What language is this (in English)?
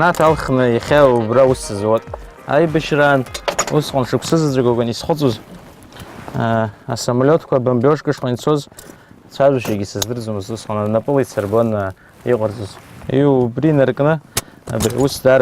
Abkhazian